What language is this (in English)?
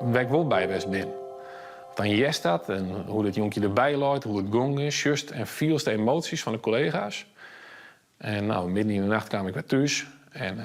Western Frisian